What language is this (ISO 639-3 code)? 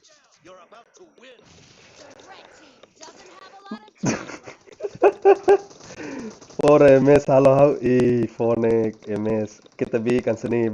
tet